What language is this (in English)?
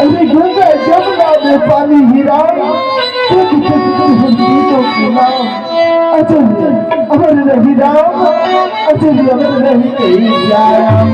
Chhattisgarhi